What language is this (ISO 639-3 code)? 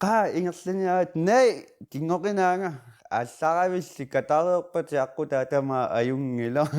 kal